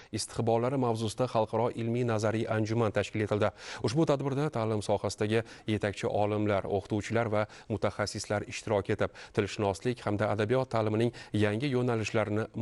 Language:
Uzbek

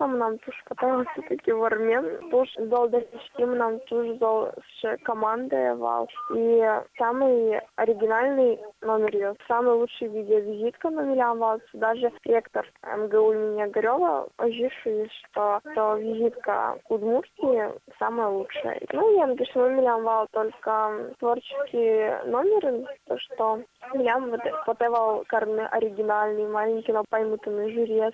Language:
Udmurt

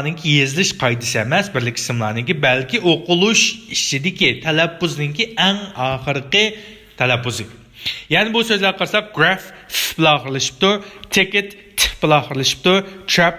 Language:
Uyghur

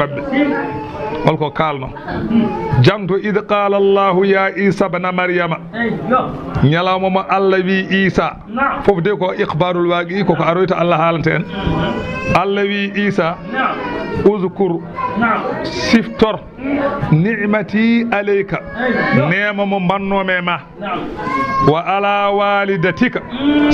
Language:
Fula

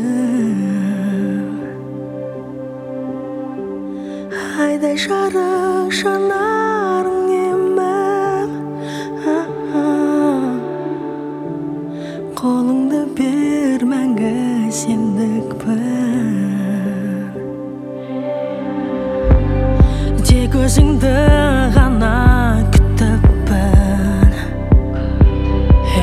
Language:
Kazakh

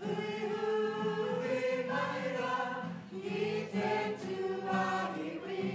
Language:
Māori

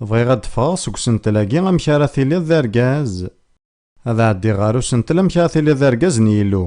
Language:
Kabyle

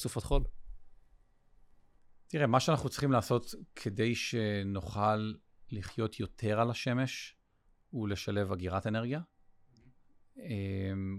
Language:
Hebrew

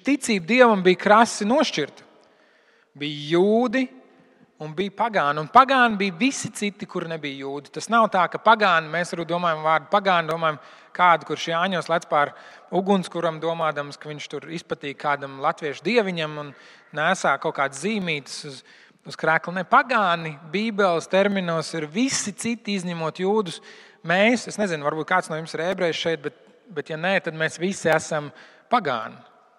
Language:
Latvian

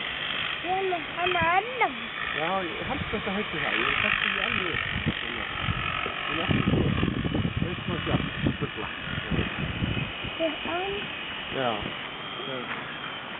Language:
Icelandic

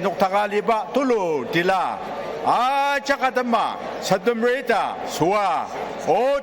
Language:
Ao Naga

